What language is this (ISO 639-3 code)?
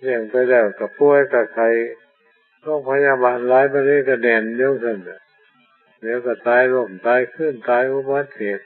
tts